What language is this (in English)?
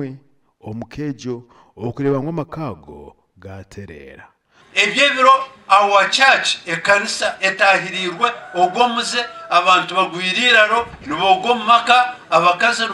Nyankole